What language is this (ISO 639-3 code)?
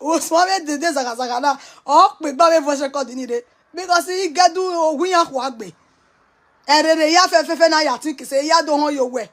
pcm